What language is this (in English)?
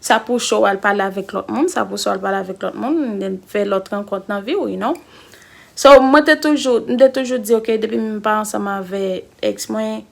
Haitian Creole